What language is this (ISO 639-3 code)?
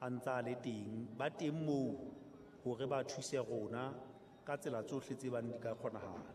sot